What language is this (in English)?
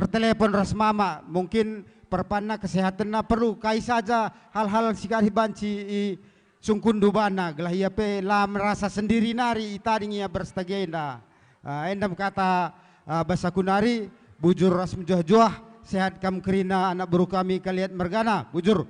Batak Karo